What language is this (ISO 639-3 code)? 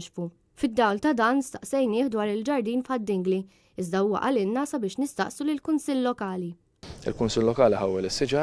mlt